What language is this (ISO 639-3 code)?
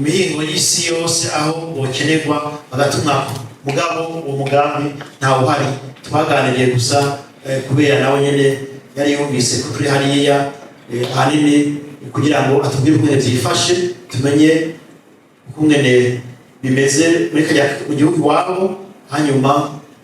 run